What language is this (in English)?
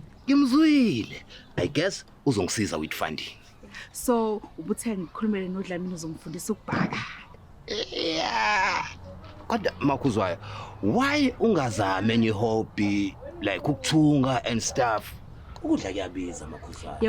Zulu